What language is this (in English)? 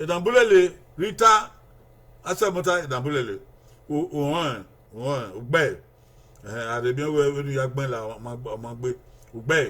Bini